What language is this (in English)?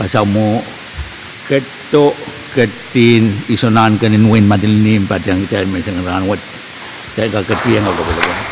Pohnpeian